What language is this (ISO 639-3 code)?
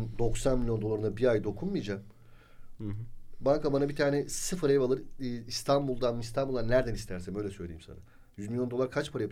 tur